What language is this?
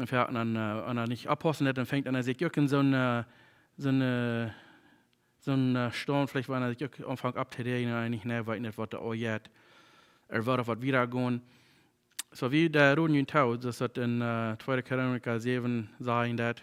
Plautdietsch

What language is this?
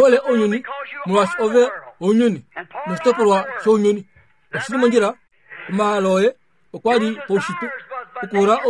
Kuanyama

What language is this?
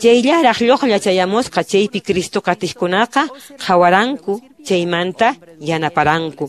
Quechua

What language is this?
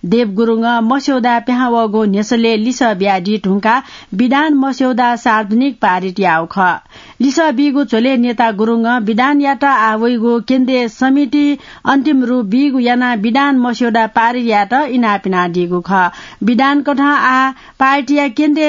Newari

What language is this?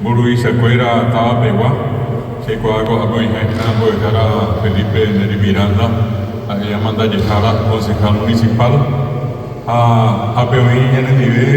Guarani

